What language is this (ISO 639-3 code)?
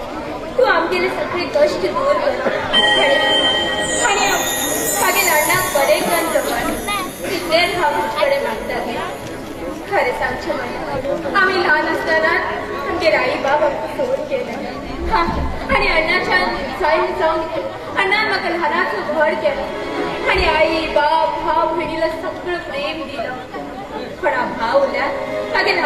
kok